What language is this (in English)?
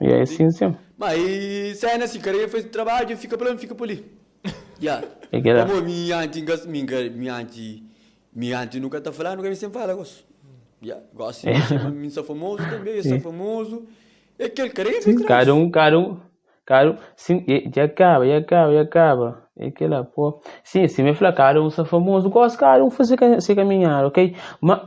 Kabuverdianu